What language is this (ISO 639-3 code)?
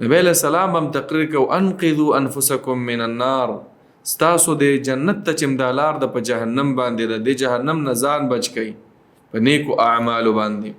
pus